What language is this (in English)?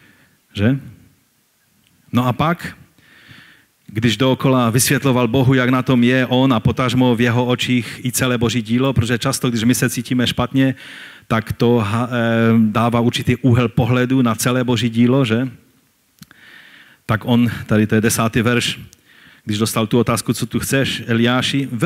Czech